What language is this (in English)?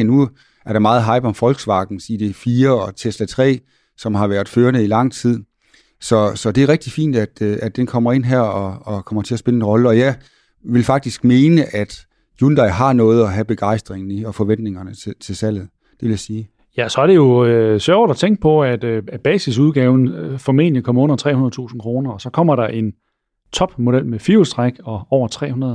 Danish